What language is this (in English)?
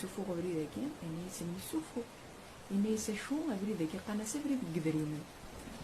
Kabyle